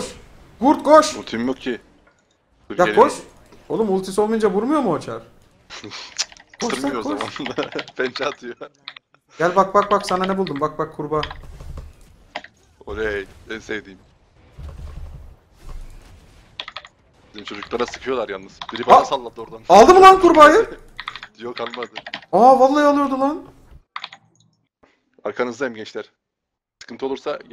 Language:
Turkish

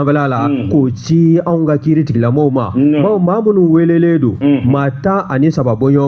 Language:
Bambara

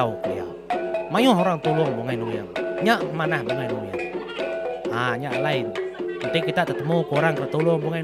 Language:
Iban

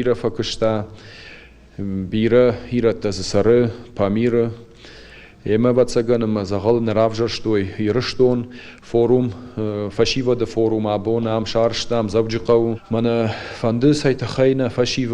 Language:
Ossetic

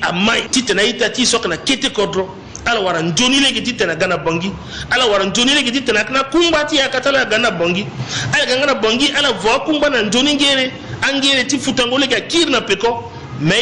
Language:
Sango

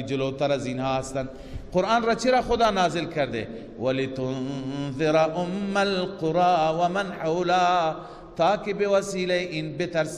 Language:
Persian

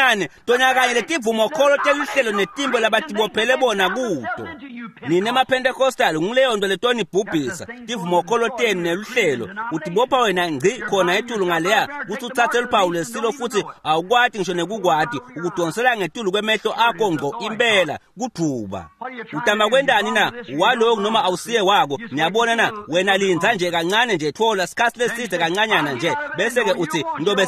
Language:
Swati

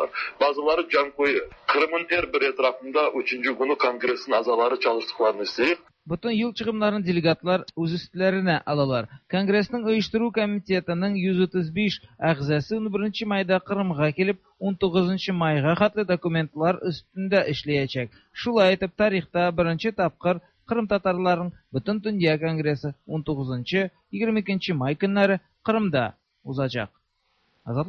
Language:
Tatar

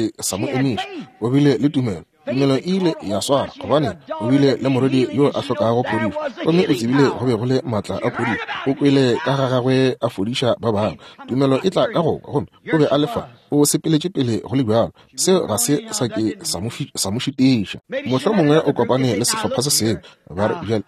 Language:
Northern Sotho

